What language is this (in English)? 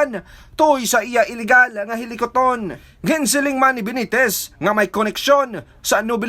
Hiligaynon